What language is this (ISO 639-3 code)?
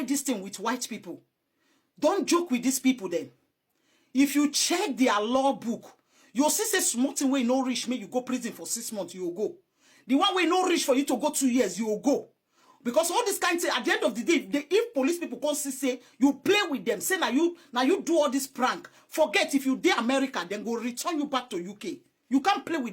pcm